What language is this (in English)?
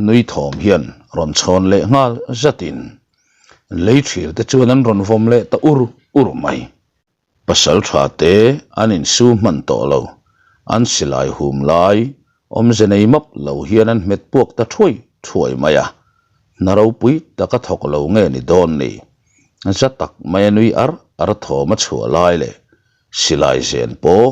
Mizo